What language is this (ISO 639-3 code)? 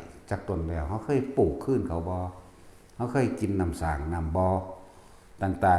tts